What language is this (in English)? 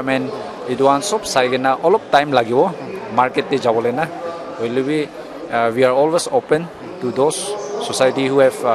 Naga Pidgin